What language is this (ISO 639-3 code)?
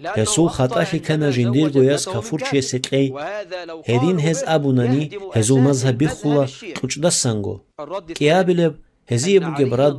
ava